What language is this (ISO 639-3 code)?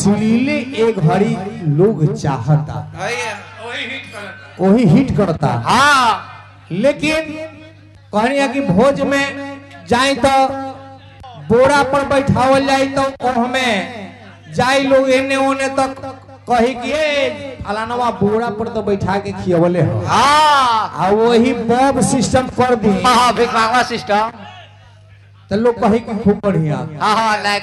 bho